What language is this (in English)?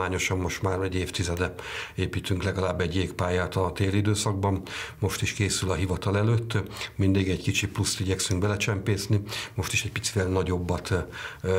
Hungarian